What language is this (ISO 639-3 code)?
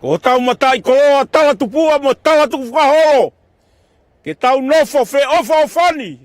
ton